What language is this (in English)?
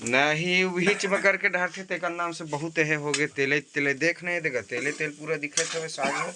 Chhattisgarhi